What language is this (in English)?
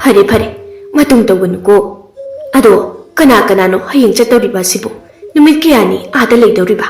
Manipuri